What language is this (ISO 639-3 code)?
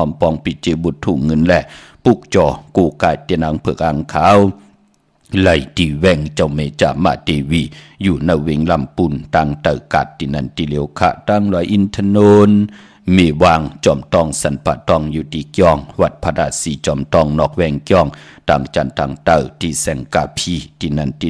shn